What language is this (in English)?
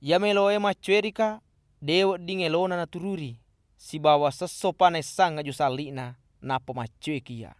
Buginese